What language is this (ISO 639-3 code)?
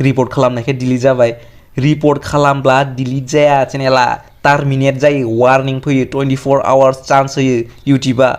brx